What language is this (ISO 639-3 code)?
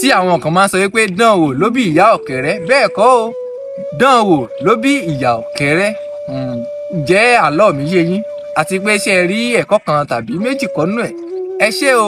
yor